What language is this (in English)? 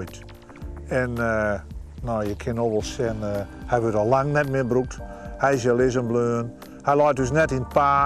Western Frisian